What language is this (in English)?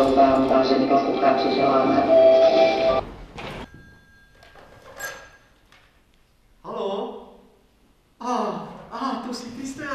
Slovak